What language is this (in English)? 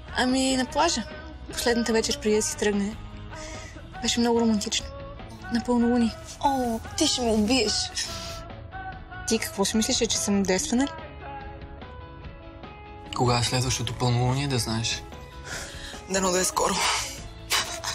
Bulgarian